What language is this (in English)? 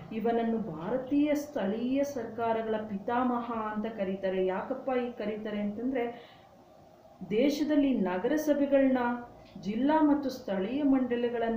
Kannada